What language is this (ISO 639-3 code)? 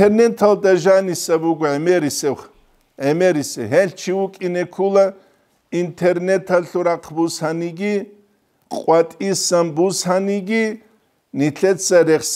ava